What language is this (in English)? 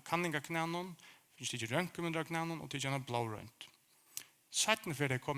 Faroese